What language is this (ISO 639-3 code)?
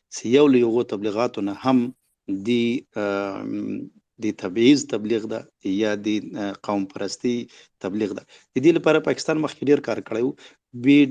pus